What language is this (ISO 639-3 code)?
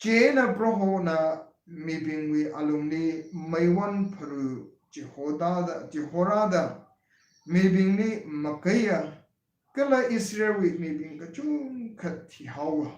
nmf